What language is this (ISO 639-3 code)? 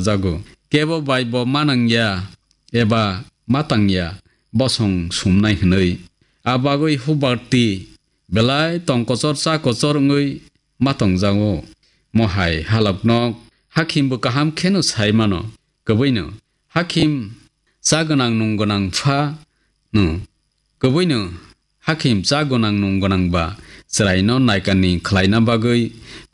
trp